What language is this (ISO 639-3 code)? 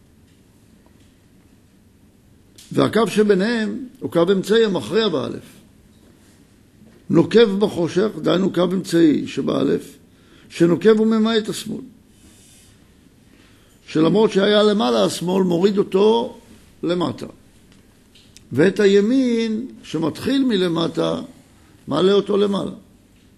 heb